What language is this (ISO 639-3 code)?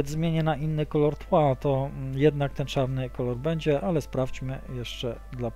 pol